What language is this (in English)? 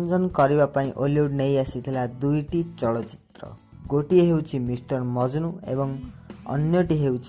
Odia